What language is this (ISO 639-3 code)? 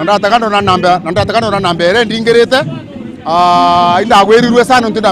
mer